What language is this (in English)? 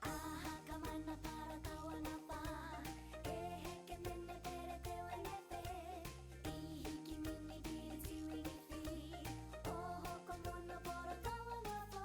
Māori